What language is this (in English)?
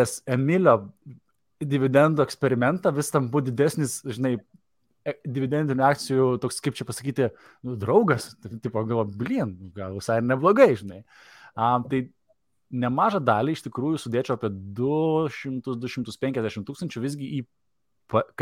Lithuanian